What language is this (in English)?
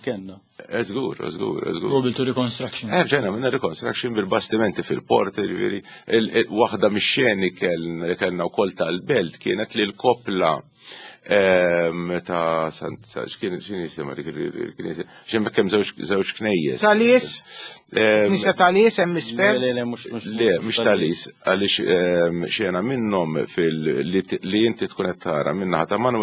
Maltese